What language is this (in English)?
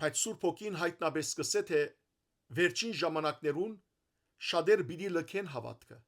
Western Armenian